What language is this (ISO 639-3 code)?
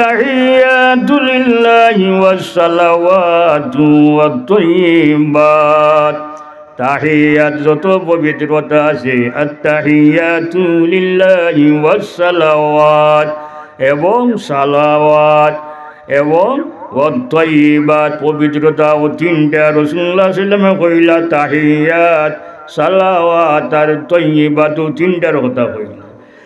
syl